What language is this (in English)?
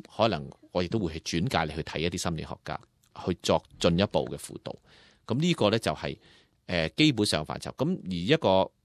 Cantonese